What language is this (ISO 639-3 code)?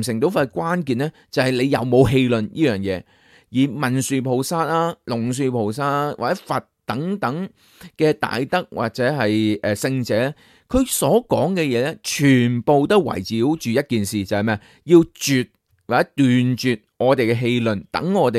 yue